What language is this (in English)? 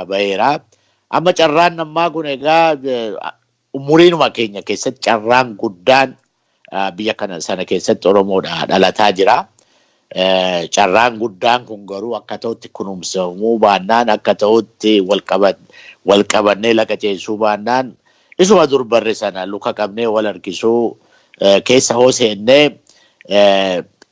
Oromo